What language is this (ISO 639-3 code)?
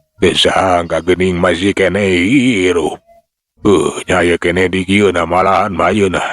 sun